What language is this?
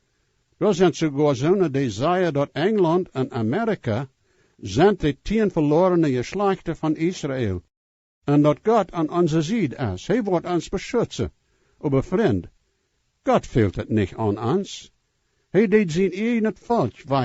Plautdietsch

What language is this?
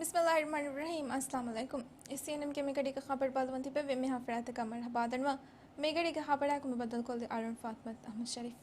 Divehi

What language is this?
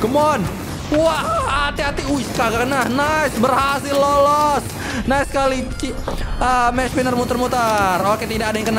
Indonesian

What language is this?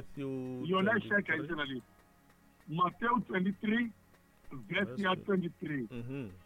Tsonga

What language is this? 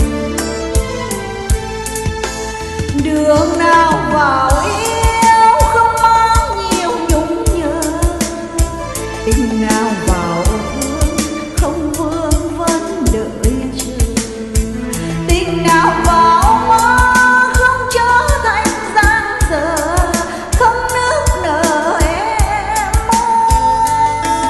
Vietnamese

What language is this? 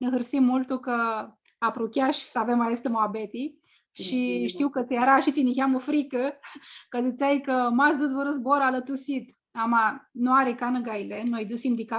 Aromanian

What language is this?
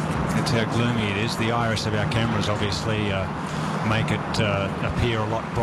English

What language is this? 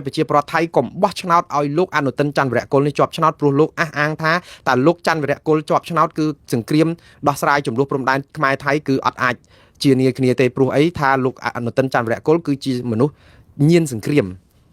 Khmer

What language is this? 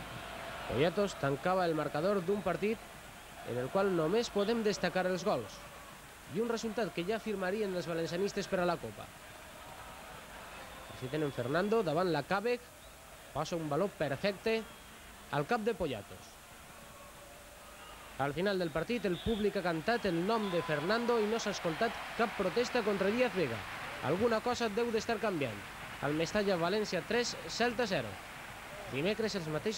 Catalan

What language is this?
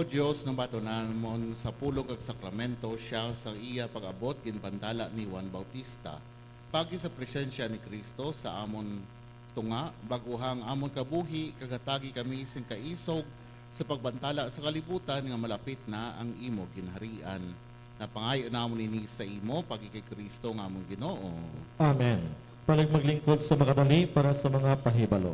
Hiligaynon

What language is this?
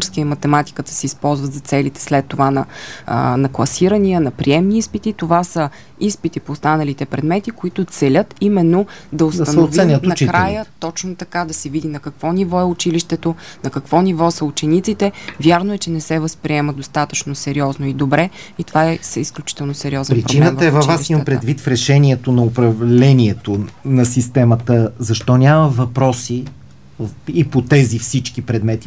Bulgarian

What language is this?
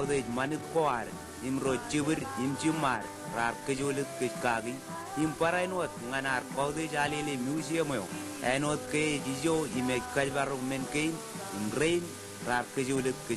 Marshallese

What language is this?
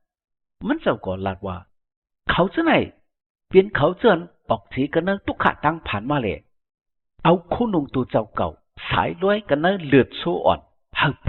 Shan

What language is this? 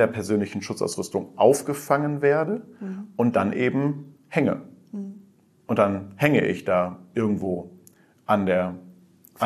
German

